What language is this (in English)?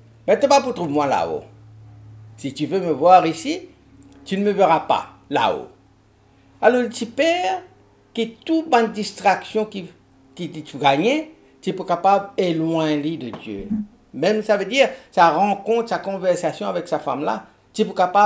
Morisyen